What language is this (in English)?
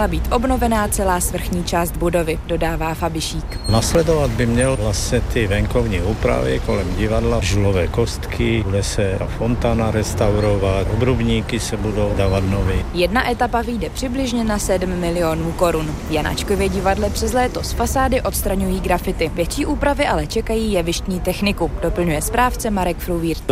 Czech